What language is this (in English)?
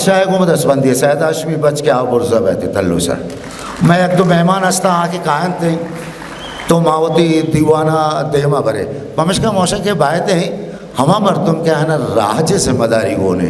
Eastern Balochi